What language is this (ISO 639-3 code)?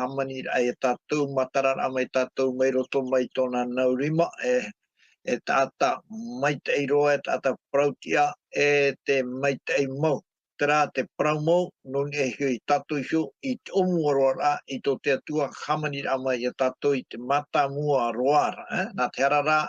tah